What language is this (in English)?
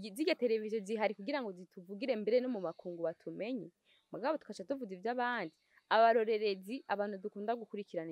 Rundi